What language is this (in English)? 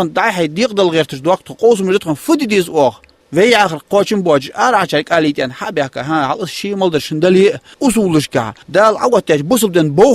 Ingush